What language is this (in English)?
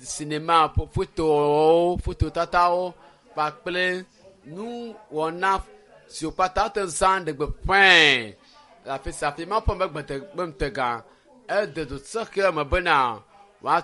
Ewe